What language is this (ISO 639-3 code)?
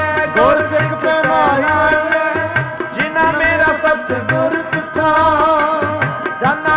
pan